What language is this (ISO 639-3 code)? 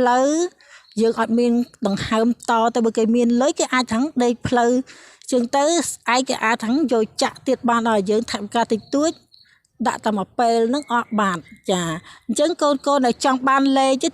khm